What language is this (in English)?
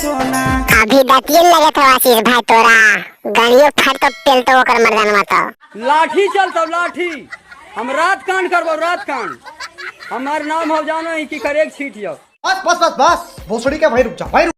Magahi